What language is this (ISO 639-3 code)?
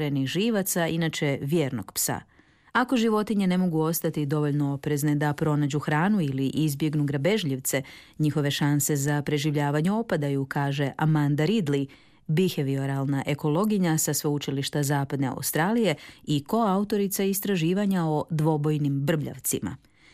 hrv